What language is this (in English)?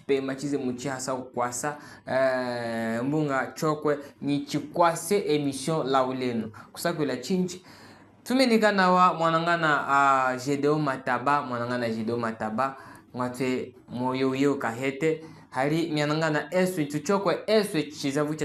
Chokwe